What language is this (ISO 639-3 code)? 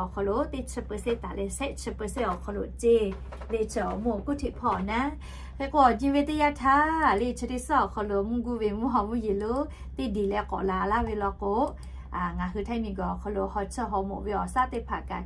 lhu